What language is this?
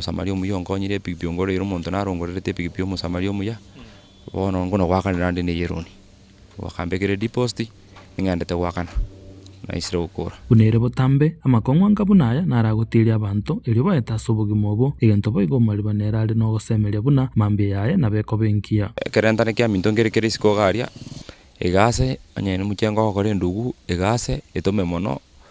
Gusii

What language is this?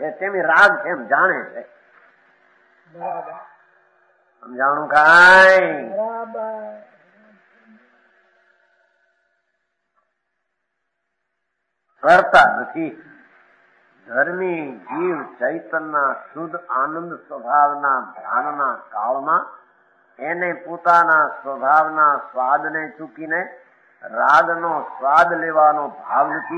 Gujarati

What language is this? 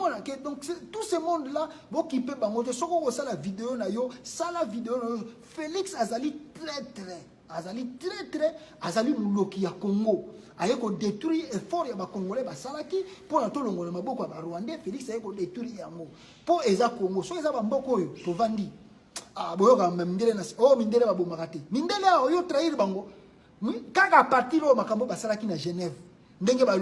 Lingala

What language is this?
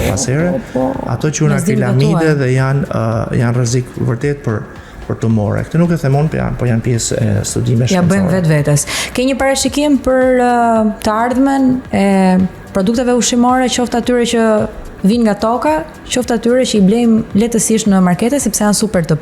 Albanian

